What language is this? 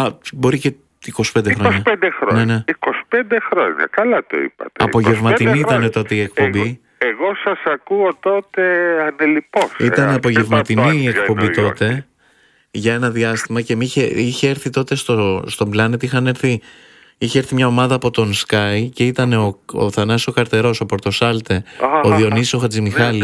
Greek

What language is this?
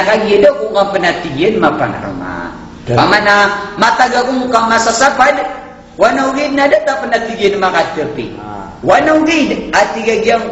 Maranao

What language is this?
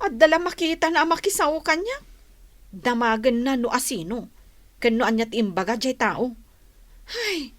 Iloko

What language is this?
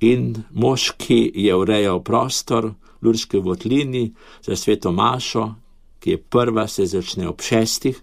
Slovenian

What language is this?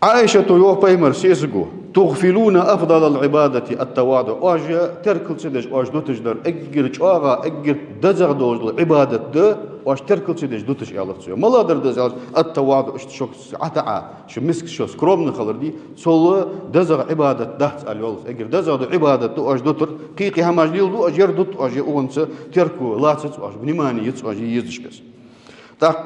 Ingush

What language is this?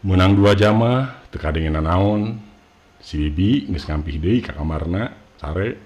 Sundanese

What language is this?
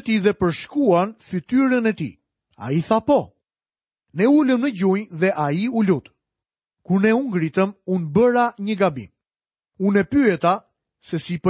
Albanian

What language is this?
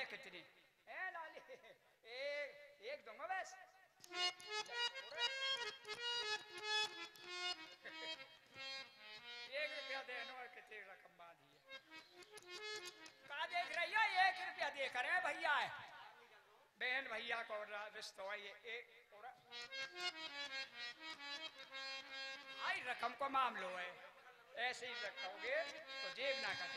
Hindi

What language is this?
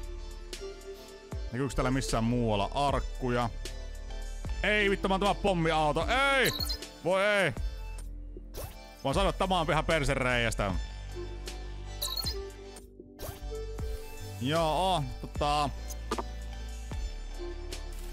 Finnish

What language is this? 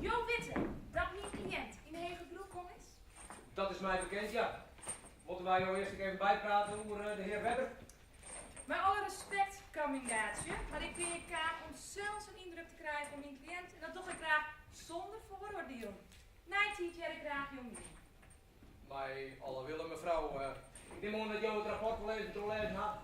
Western Frisian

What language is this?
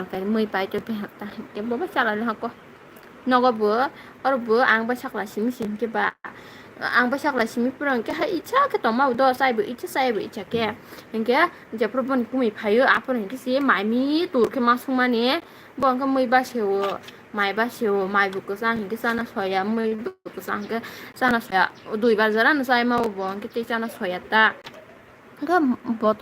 Kok Borok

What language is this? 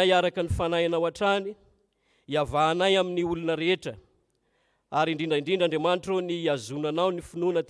Malagasy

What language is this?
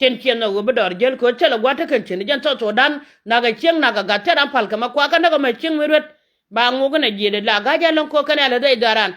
Nuer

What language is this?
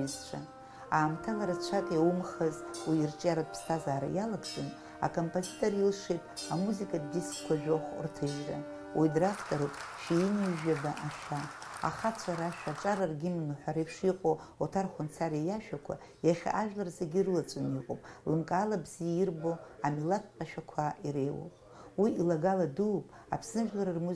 Abkhazian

